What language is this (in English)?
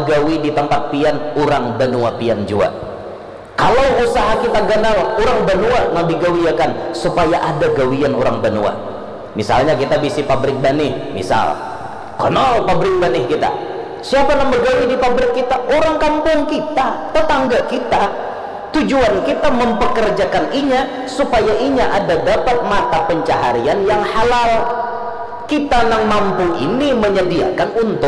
Banjar